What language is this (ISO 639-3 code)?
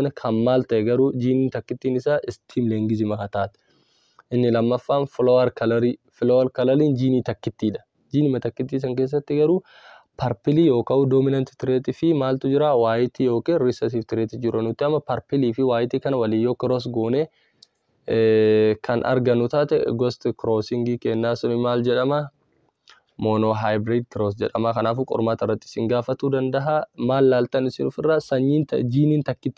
orm